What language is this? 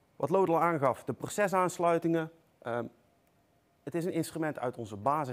Dutch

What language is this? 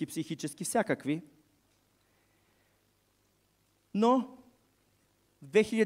Bulgarian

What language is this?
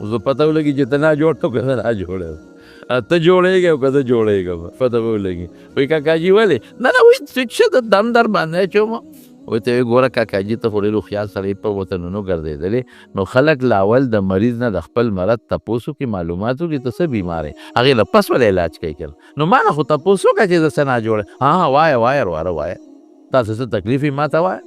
Pashto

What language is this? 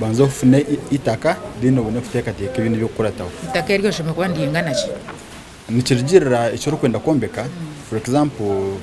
Nyankole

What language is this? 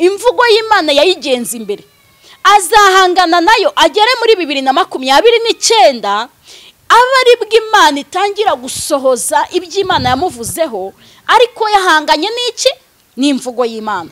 Kinyarwanda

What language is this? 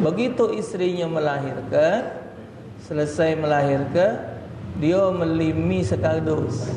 Musi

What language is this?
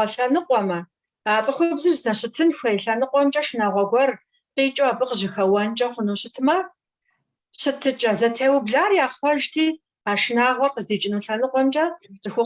Kabardian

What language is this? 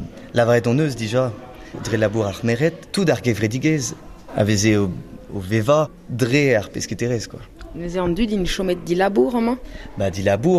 Breton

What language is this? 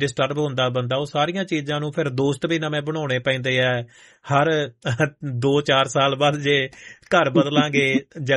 Punjabi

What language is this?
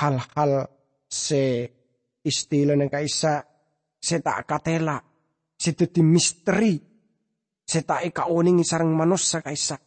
Madurese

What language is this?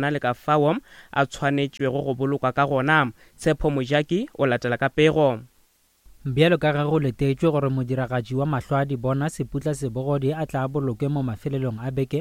Northern Sotho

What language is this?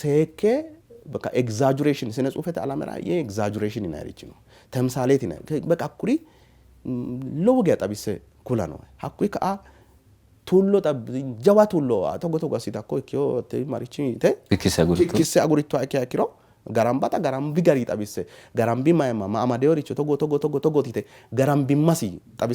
Sidamo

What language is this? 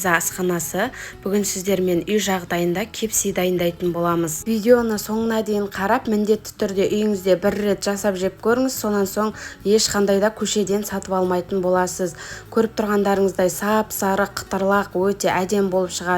Kazakh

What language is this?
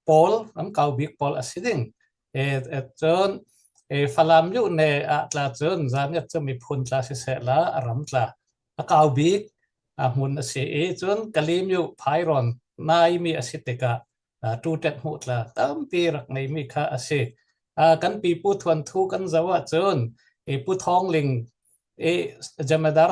Falam Chin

